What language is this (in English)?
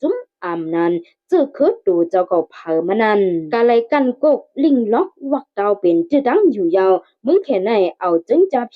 Shan